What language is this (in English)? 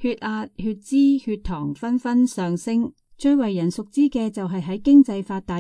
Cantonese